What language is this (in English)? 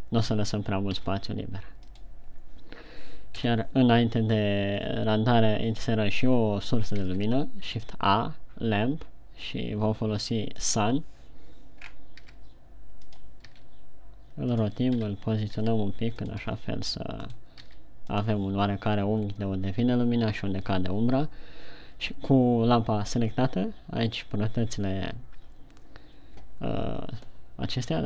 Romanian